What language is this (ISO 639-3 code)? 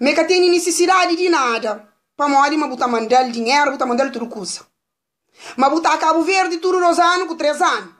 kea